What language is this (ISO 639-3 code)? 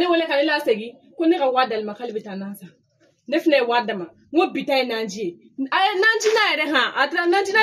bam